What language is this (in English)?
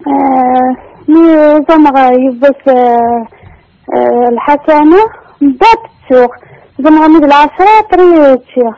Kabyle